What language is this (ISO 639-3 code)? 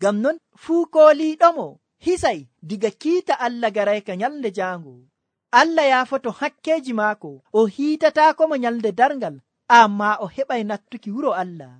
fuv